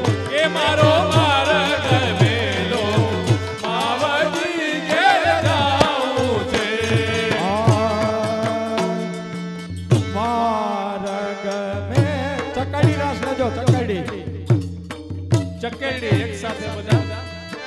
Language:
Gujarati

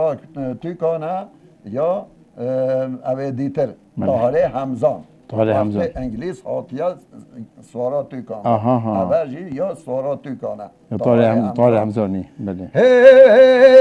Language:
Kurdish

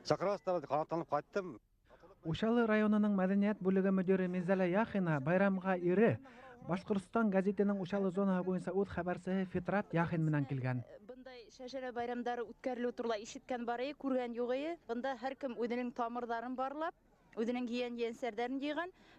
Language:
Bashkir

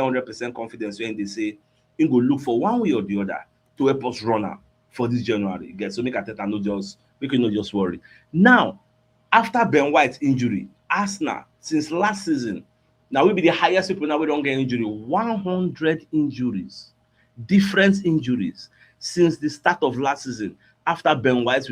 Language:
Nigerian Pidgin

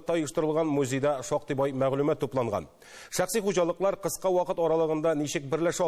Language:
Tatar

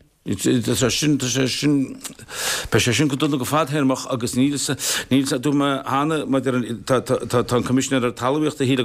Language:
Irish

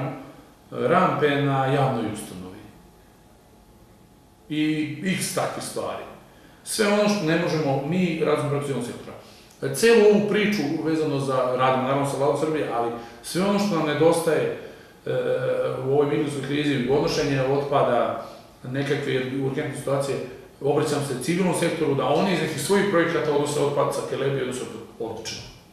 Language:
Serbian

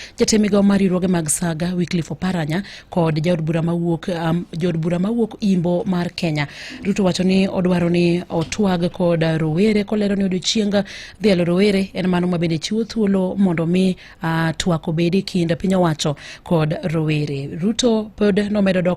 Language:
Luo (Kenya and Tanzania)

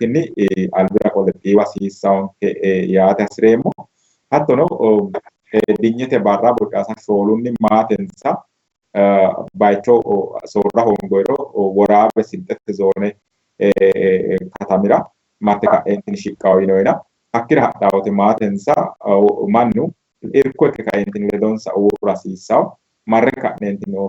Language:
Sidamo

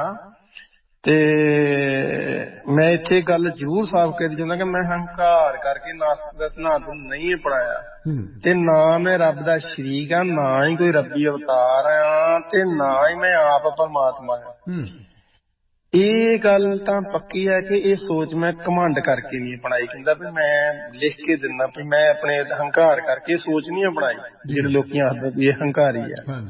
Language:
Punjabi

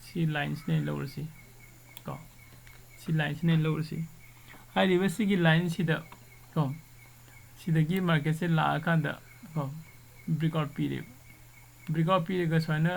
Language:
Manipuri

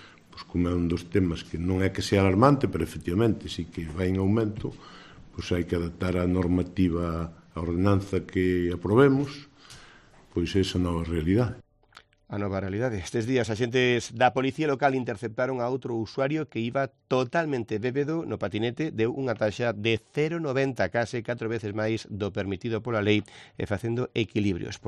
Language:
Galician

